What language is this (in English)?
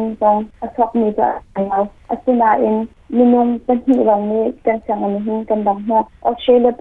Hakha Chin